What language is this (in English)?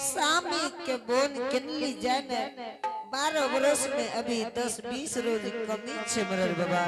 Angika